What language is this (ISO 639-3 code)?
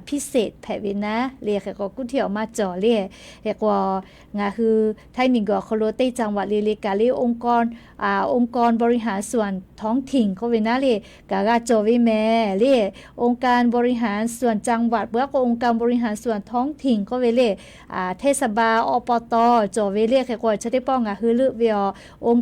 lhu